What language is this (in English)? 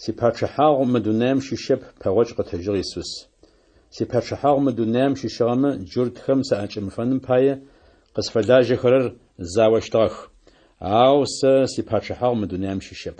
Adyghe